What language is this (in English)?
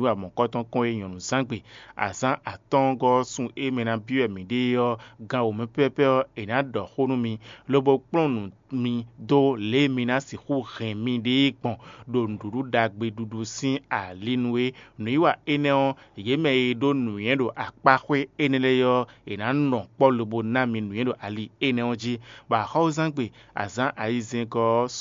Fon